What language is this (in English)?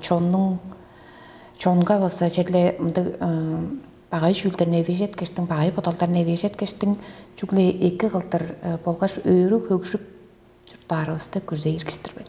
Tuvinian